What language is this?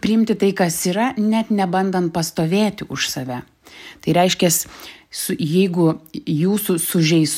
Lithuanian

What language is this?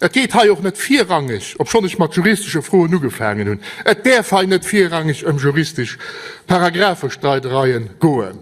Luxembourgish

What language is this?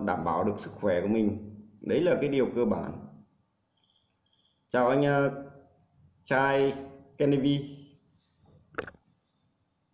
Vietnamese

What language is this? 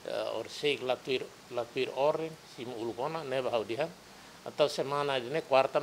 Tetum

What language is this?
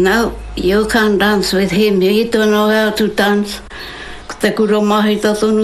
Māori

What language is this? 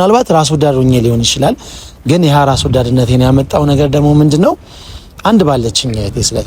Amharic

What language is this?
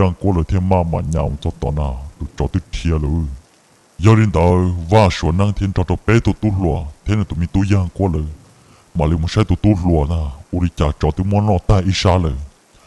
Hmong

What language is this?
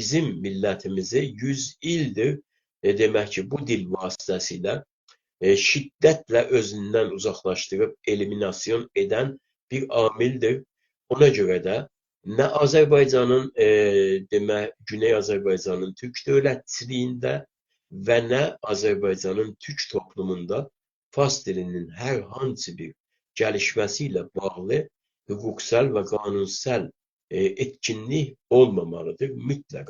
South Azerbaijani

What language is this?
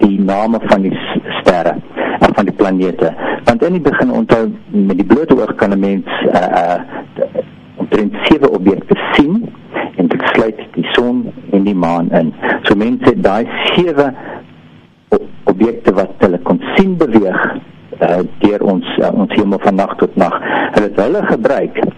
Afrikaans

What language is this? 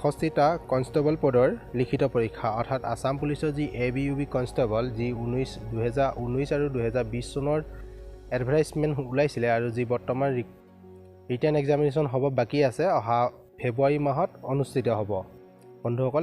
Assamese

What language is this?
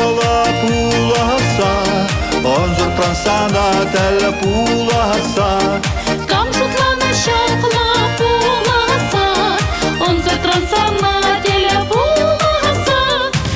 Chuvash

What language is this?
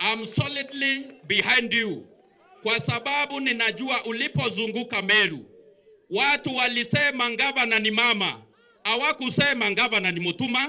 Meru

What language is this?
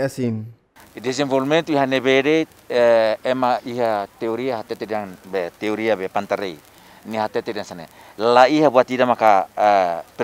Tetum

